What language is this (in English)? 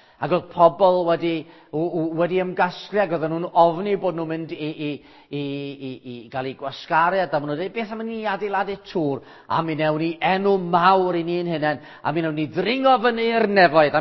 Welsh